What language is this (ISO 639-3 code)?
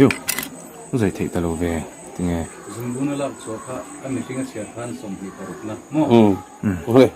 lus